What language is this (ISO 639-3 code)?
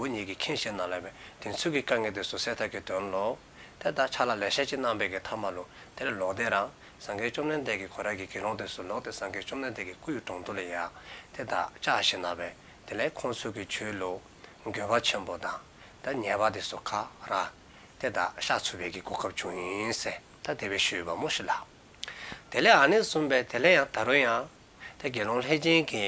dzo